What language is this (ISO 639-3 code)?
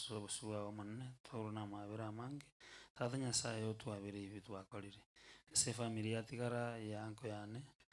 guz